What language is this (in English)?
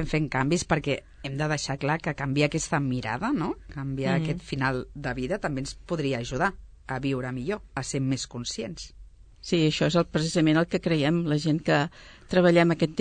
Catalan